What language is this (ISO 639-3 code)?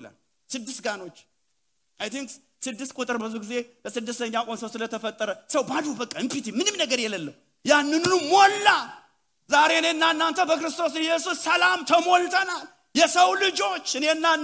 amh